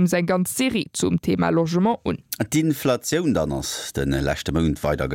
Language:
Luxembourgish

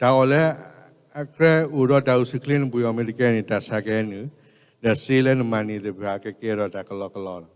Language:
S'gaw Karen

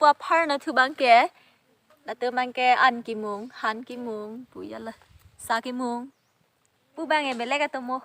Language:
Karbi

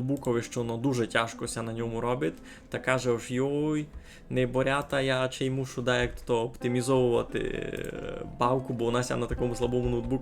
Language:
Rusyn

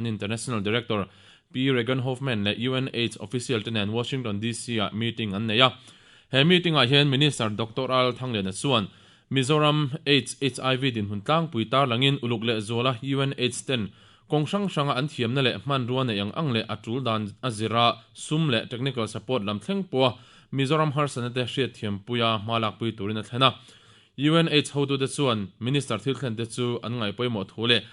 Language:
Mizo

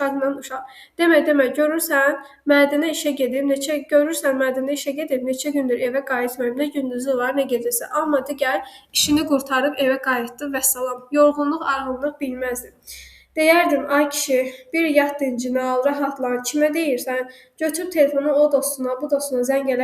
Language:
Azerbaijani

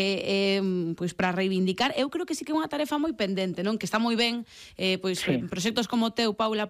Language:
Galician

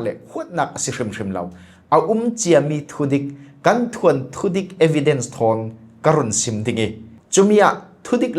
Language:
Falam Chin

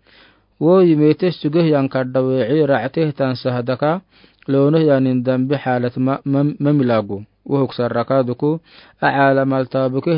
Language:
Afar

